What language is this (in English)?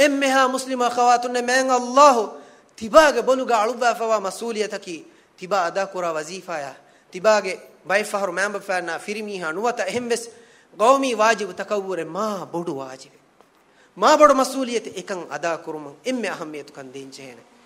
Divehi